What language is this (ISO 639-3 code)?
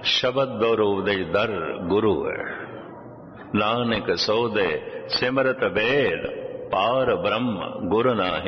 pan